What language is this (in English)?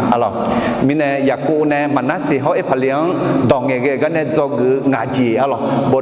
Akha